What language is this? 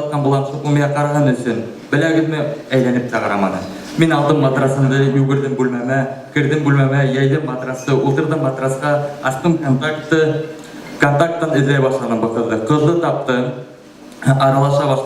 Bashkir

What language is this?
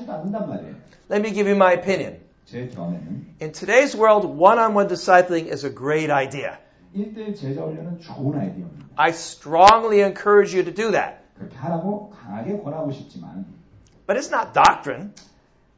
Korean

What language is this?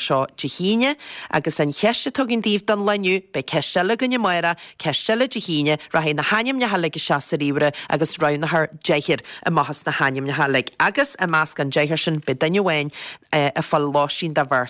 Irish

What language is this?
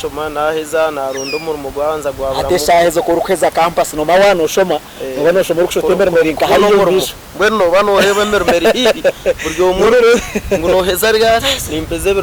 Nyankole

